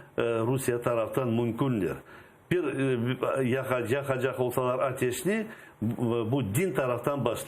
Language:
Crimean Tatar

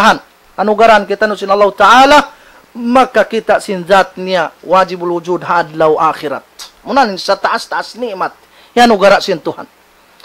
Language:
Tausug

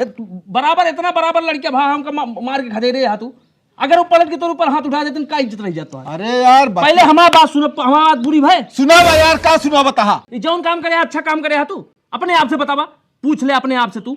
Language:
Awadhi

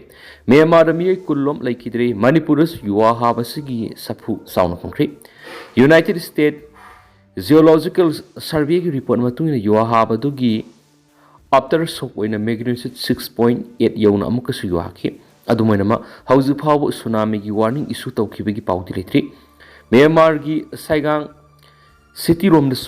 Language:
Manipuri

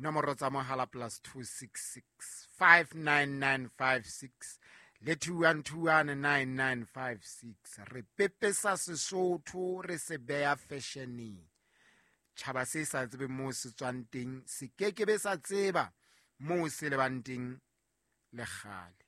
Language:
Southern Sotho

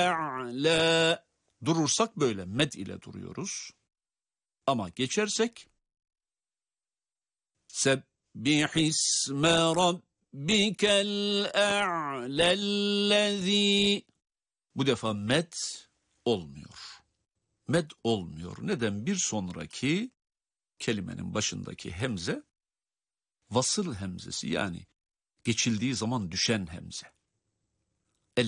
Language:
Turkish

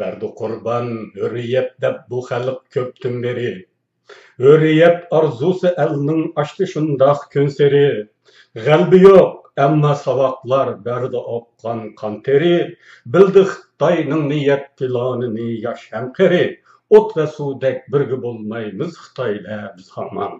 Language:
Uyghur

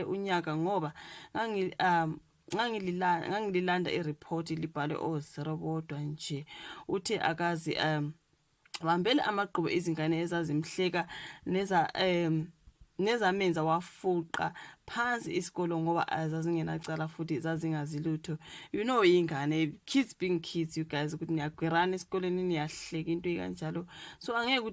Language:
Zulu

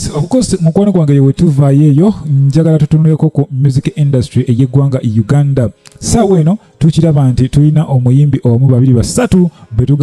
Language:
Ganda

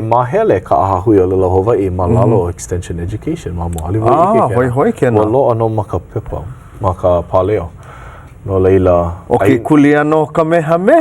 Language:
Hawaiian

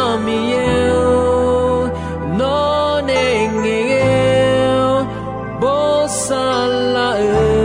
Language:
Akha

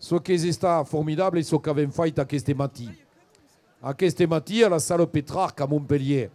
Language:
Occitan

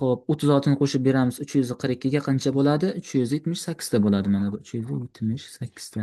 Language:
Uzbek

